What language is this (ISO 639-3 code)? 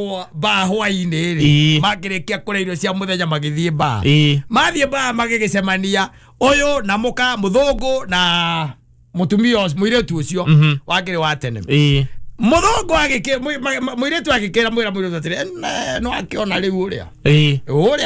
kik